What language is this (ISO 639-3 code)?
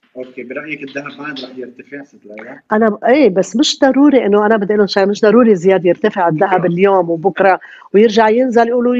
apc